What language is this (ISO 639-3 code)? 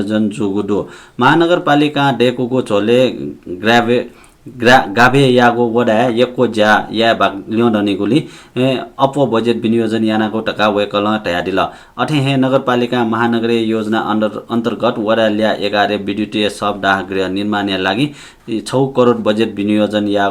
new